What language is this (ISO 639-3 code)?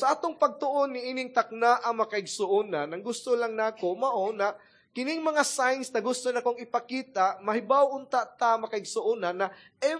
ceb